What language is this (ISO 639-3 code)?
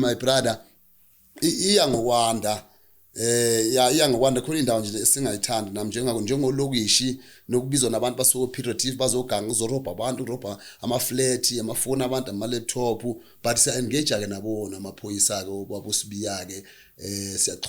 zul